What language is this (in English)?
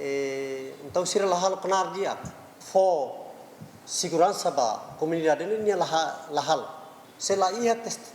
Tetum